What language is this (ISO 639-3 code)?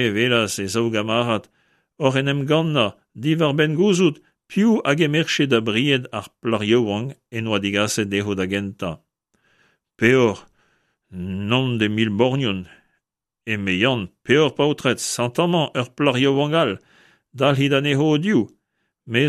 bre